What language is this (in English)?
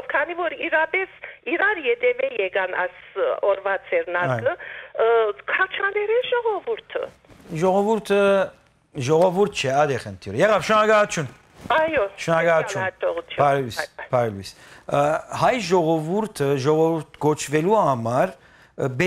Western Armenian